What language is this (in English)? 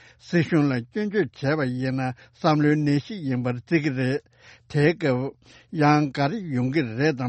Tibetan